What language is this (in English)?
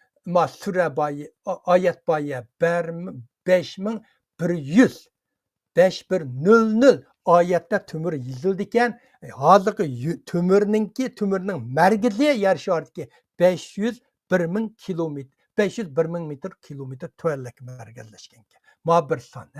Uyghur